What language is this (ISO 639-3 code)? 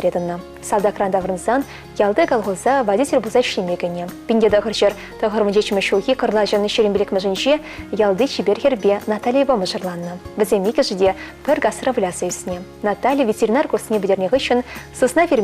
chv